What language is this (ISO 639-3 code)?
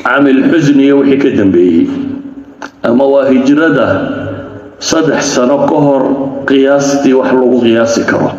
som